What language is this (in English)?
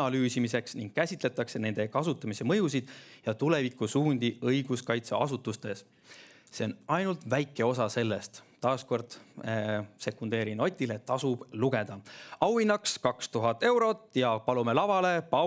Estonian